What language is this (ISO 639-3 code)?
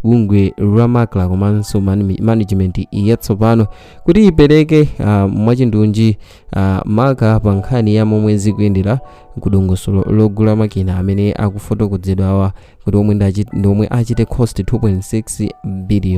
nya